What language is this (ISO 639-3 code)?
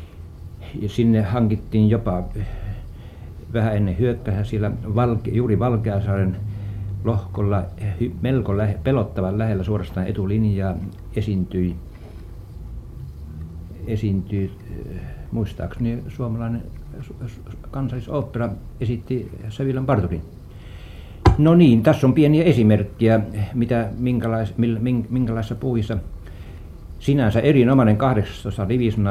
fin